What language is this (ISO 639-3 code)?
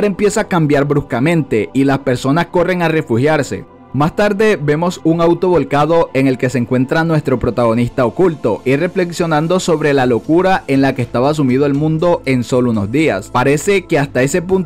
spa